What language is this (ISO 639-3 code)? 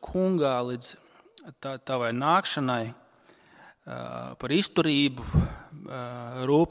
lav